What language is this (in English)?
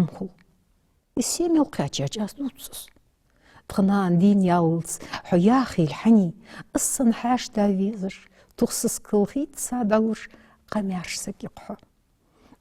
Ingush